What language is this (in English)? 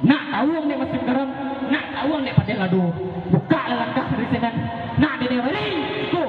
Minangkabau